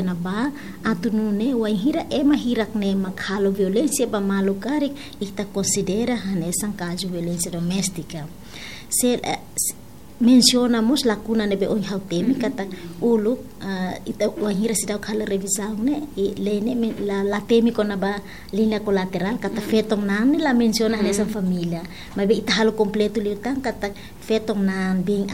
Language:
Tetum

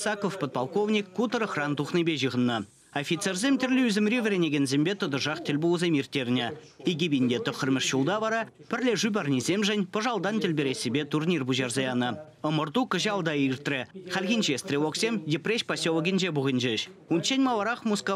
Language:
Chuvash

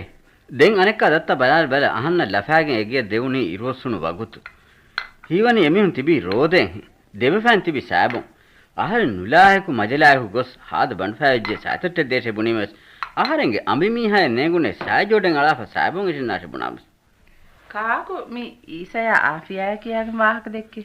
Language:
Divehi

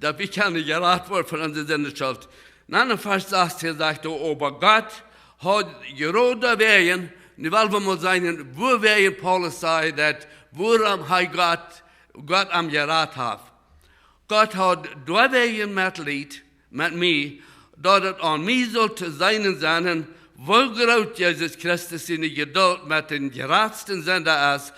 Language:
Plautdietsch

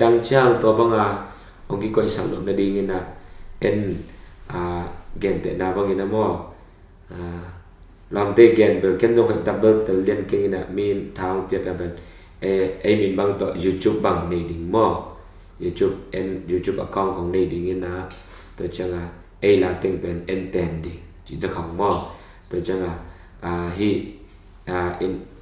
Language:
Tedim Chin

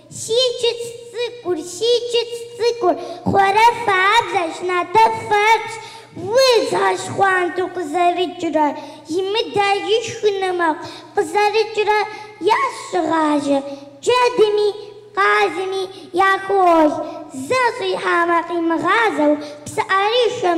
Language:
Kabardian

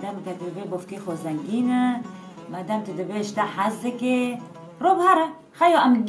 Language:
Kurdish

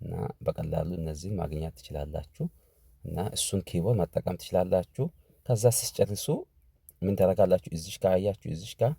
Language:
Amharic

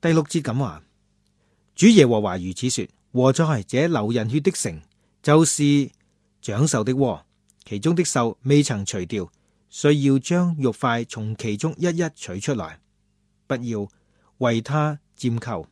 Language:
Cantonese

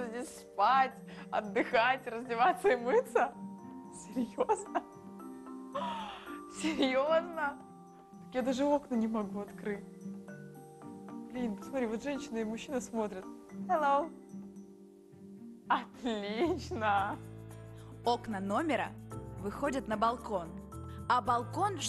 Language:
Russian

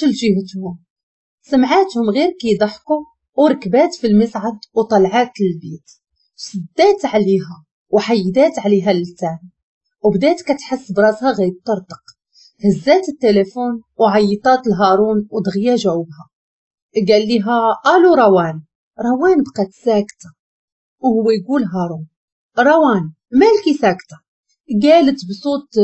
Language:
Moroccan Arabic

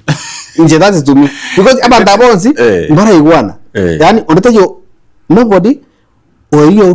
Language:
Gusii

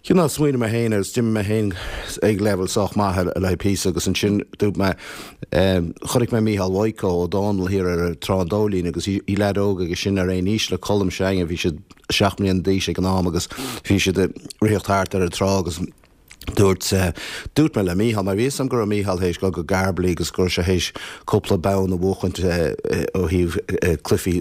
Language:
Irish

